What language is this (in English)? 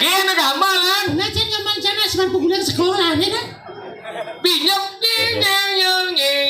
Balinese